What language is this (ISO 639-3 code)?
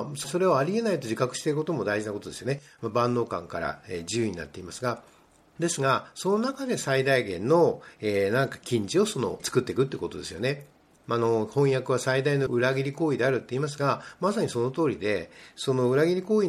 jpn